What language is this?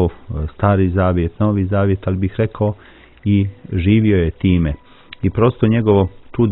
Croatian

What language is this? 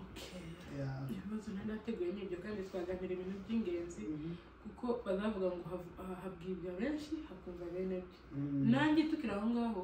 Kinyarwanda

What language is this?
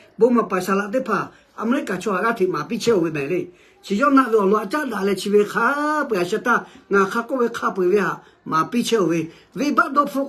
Lahu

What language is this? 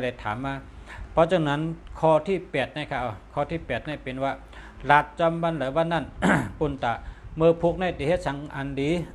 Shan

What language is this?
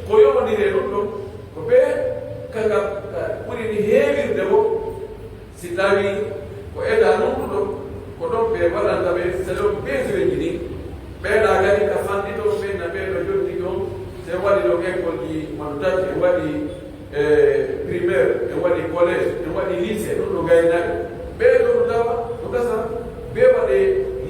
Pular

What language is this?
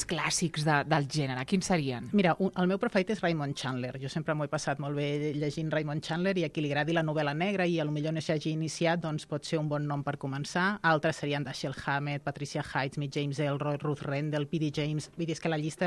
Catalan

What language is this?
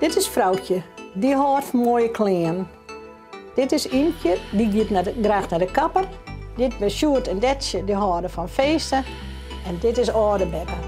Western Frisian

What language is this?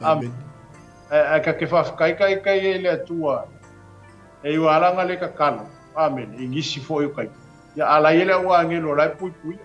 Samoan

